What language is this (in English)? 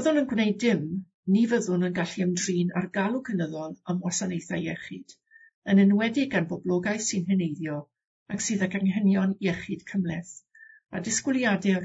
Welsh